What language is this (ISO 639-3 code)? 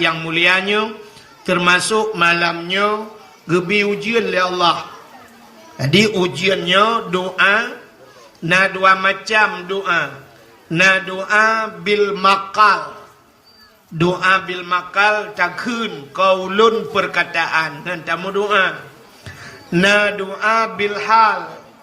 ace